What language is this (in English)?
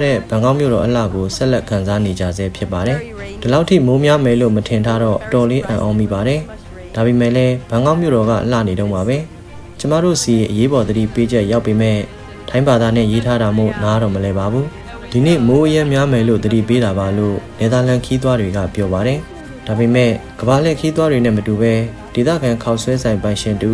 Burmese